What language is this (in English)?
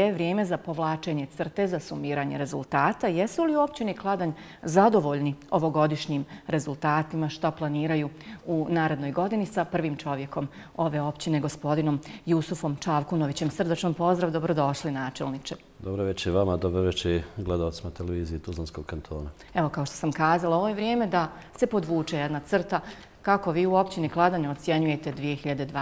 Bosnian